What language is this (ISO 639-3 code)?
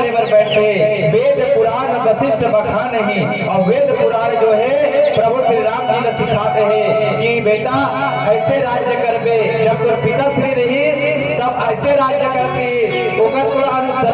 hne